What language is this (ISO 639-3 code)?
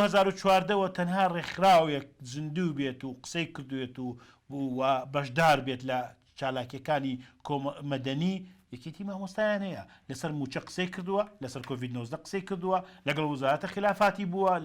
ckb